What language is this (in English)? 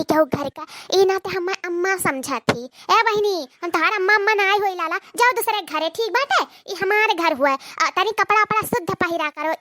Awadhi